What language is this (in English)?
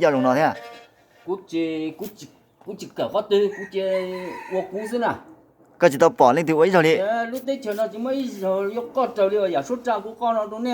Hmong